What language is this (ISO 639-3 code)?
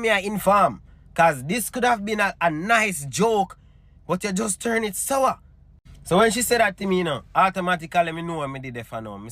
jam